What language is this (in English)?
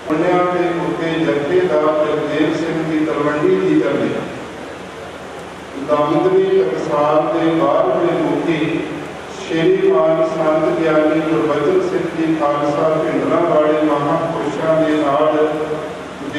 Punjabi